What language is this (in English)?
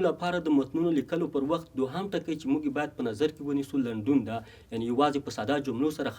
Pashto